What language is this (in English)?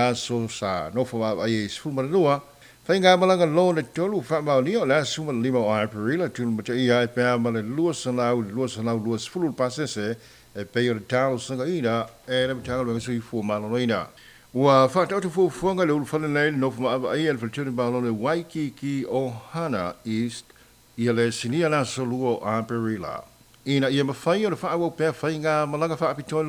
Samoan